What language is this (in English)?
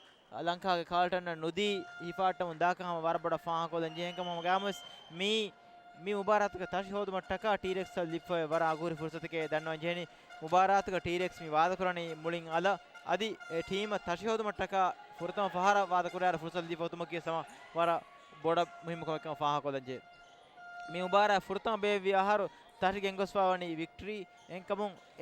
Divehi